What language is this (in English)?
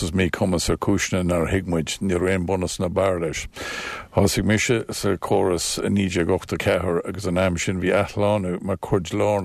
Irish